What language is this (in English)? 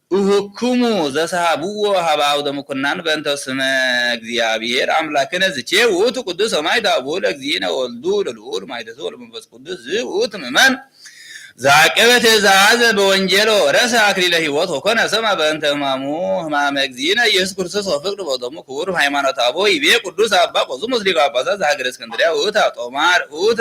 Geez